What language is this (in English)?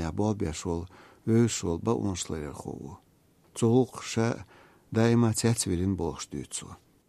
Chechen